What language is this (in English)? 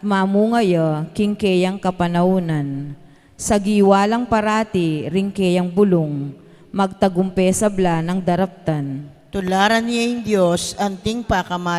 Pampanga